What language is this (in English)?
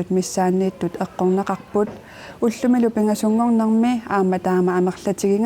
Kalaallisut